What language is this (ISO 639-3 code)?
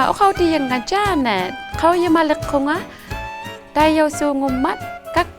iku